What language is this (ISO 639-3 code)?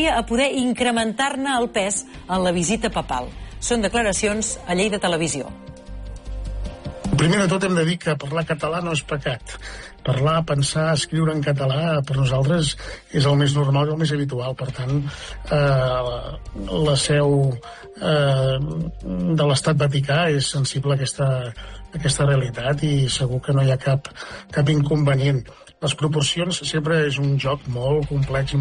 cat